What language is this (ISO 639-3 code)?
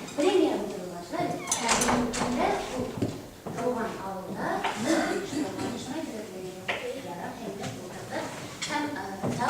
bak